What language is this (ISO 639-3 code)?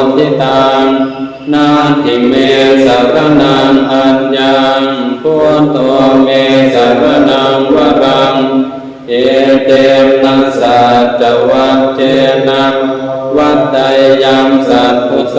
pli